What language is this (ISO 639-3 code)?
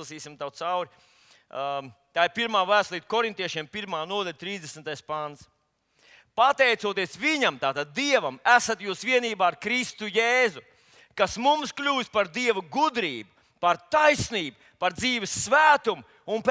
lav